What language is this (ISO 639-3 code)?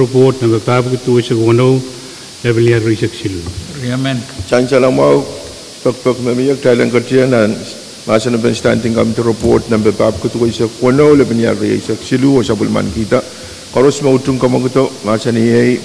pon